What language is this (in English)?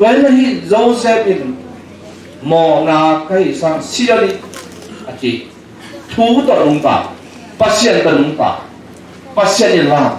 Tedim Chin